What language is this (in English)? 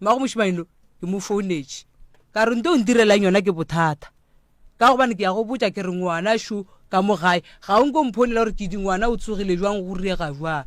Northern Sotho